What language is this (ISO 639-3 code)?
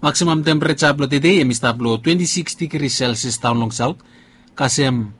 bis